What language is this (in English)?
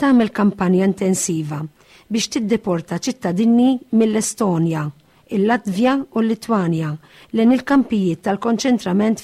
Maltese